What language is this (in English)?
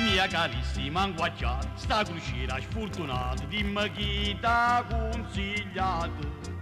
Neapolitan